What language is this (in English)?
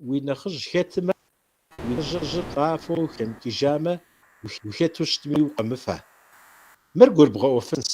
Kabardian